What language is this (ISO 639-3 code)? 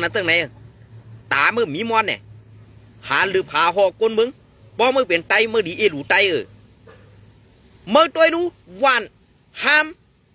shn